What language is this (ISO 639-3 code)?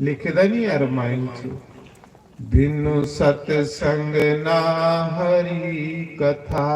doi